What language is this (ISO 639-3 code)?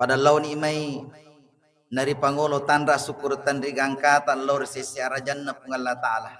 bug